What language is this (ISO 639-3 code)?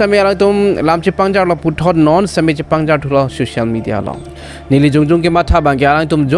mjw